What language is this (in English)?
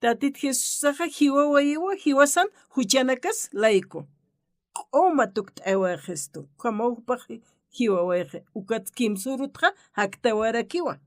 Aymara